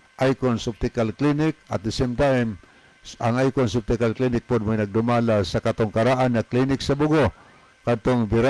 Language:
Cebuano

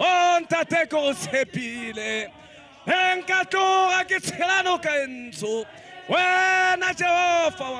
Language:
Tswana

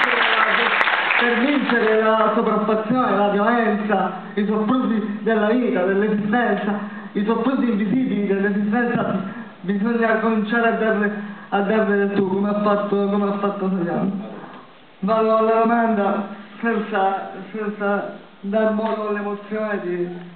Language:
Italian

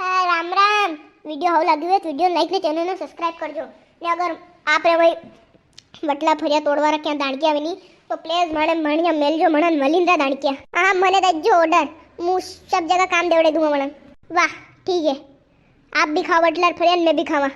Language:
Rajasthani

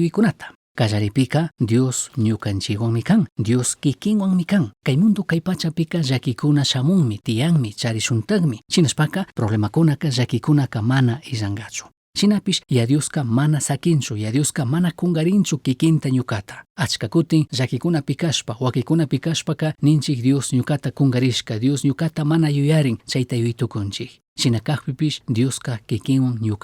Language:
Chimborazo Highland Quichua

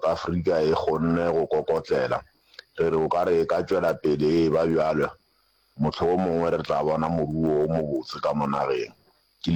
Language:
Northern Sotho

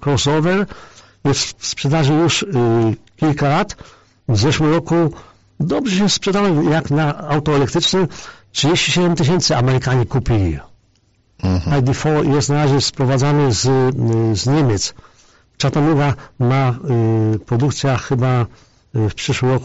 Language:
Polish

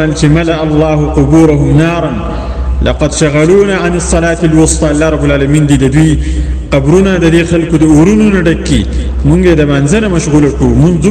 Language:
Pashto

